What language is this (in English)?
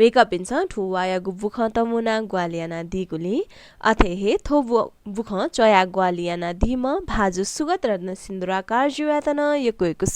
Newari